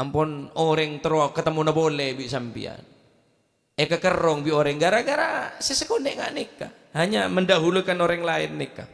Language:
Madurese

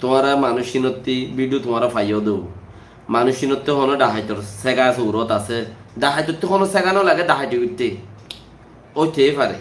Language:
Rohingya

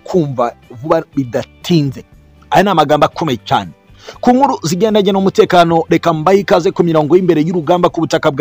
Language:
Kinyarwanda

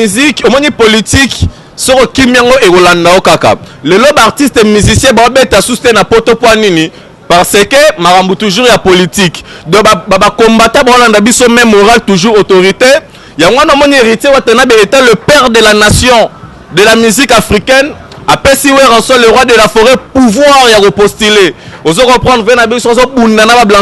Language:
Lingala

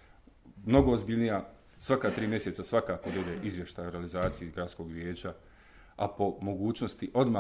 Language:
Bosnian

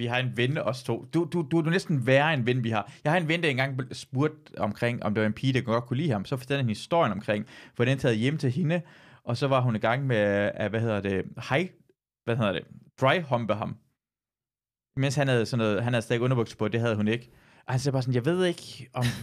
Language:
Danish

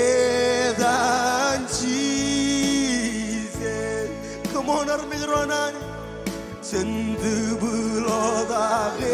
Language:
Marshallese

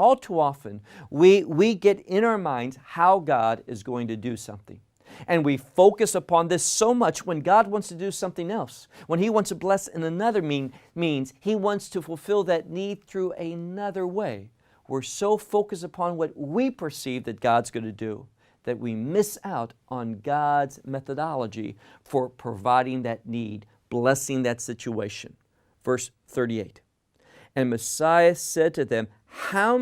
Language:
English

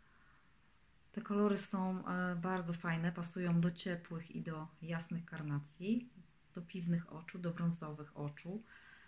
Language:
Polish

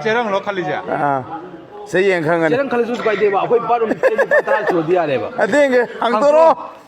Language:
Manipuri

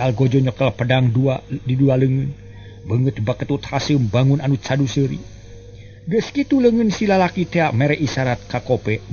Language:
Sundanese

